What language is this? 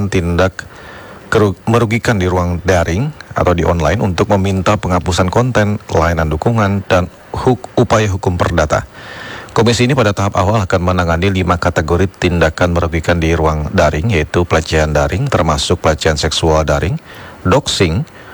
Indonesian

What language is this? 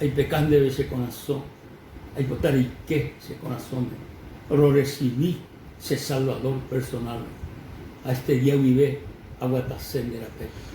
Guarani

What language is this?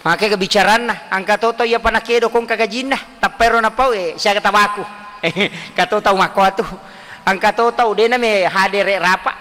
Buginese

